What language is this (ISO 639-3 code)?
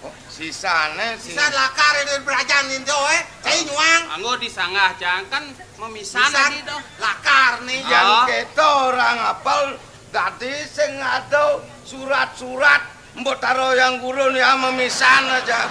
ban